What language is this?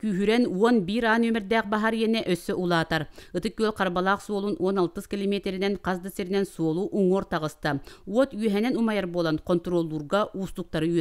Yakut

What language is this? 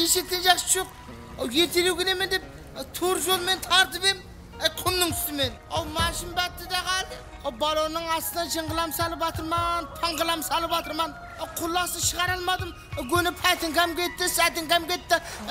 Kara-Kalpak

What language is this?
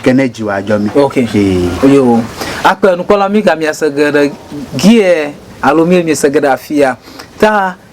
Ewe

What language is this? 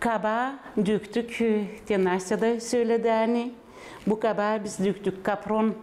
Gagauz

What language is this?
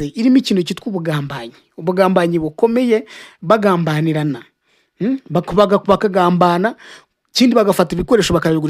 Kinyarwanda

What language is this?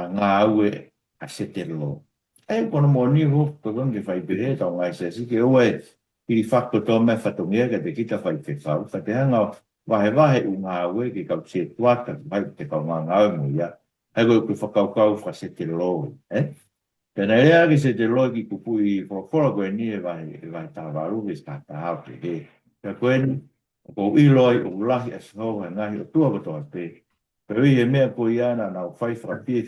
Tongan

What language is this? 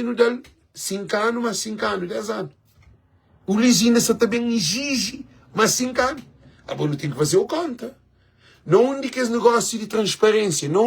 Kabuverdianu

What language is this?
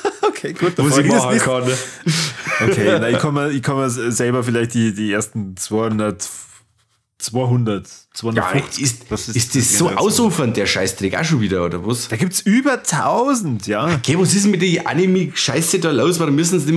Bavarian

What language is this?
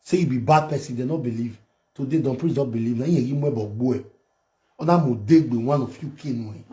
Nigerian Pidgin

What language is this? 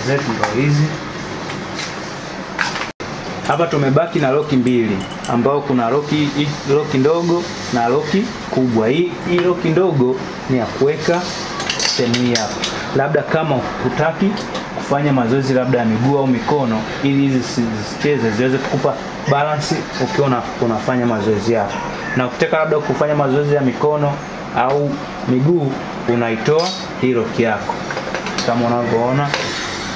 Swahili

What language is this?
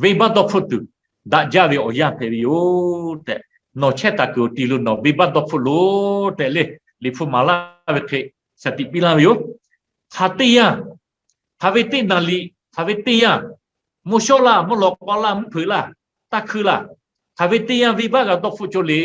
Lahu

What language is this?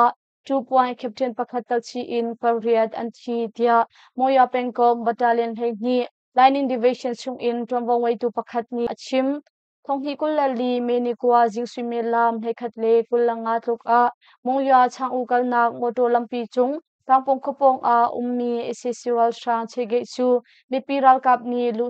Hakha Chin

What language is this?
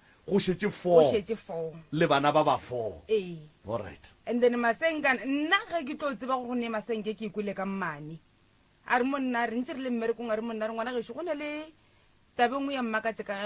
Northern Sotho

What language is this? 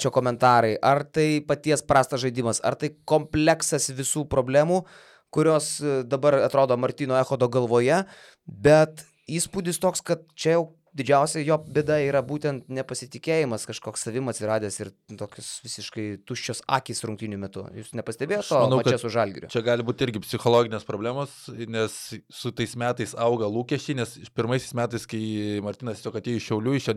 Lithuanian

